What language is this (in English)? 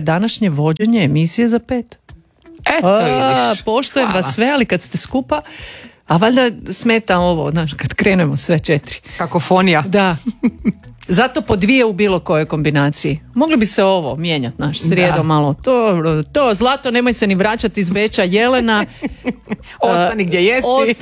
Croatian